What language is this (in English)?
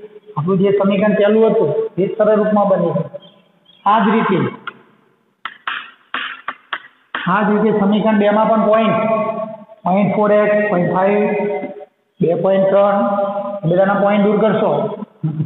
Gujarati